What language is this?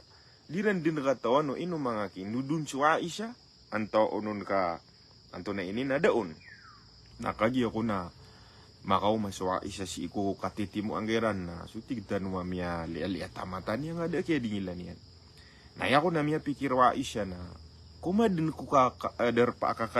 Maranao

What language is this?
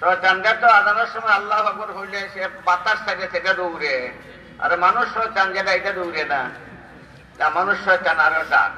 Sylheti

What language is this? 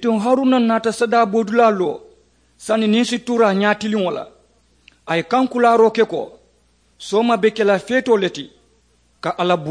Mandingo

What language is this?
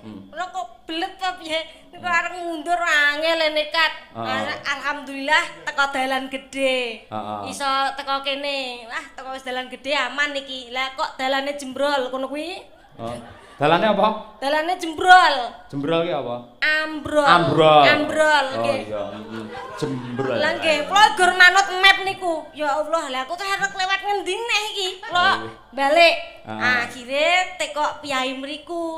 Javanese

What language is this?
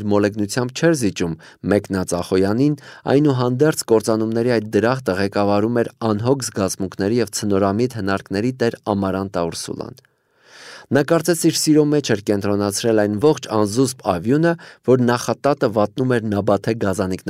Armenian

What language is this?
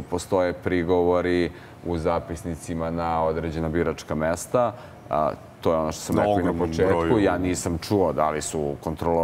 Serbian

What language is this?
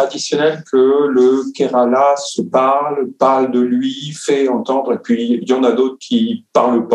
French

